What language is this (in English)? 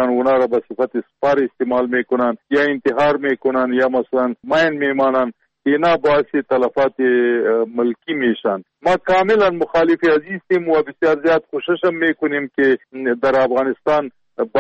Persian